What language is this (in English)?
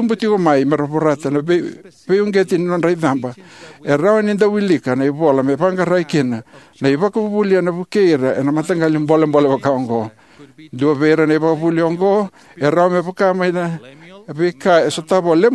Fijian